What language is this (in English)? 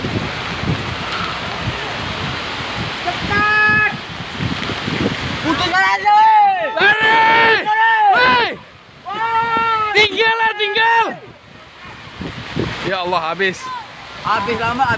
Indonesian